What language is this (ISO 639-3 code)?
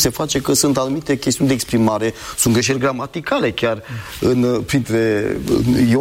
ron